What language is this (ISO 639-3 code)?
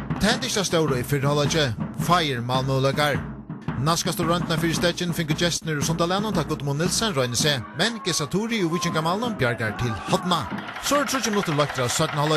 fao